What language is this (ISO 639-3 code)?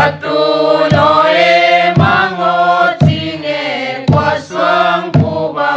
pck